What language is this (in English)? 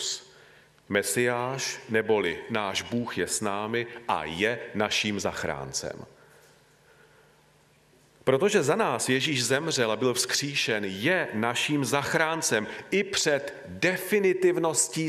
Czech